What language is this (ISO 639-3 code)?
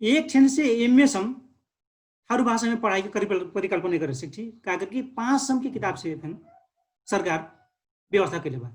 thl